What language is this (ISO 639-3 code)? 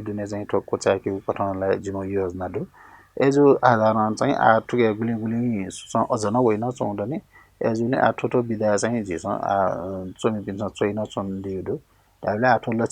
new